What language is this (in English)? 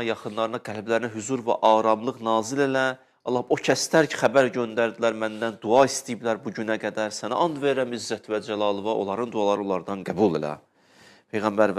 Azerbaijani